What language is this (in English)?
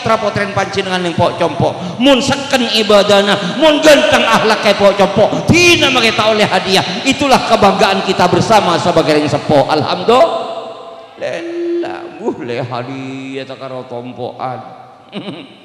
Madurese